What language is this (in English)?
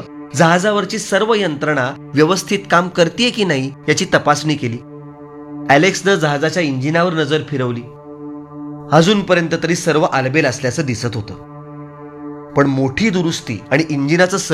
Marathi